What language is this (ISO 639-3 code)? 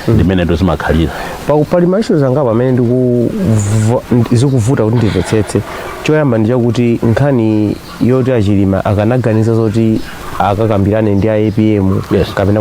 nya